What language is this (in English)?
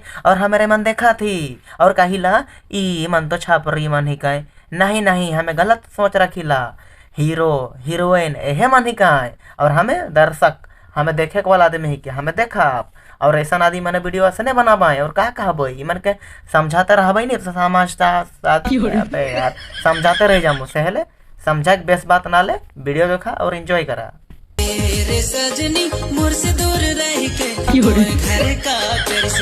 Sadri